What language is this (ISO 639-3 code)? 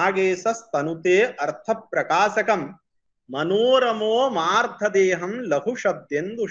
san